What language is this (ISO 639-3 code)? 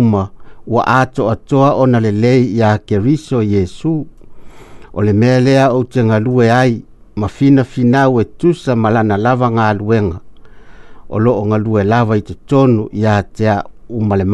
smo